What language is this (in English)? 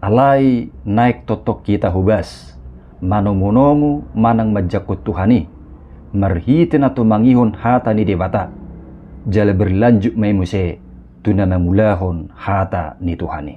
Batak Toba